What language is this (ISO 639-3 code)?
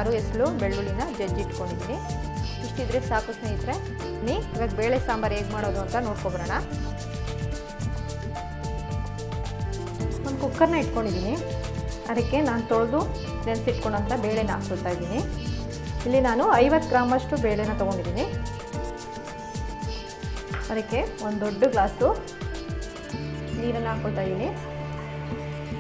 kan